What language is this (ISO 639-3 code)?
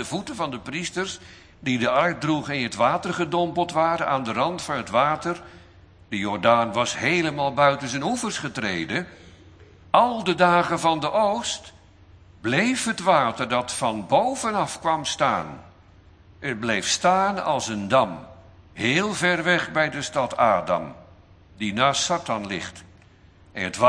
nld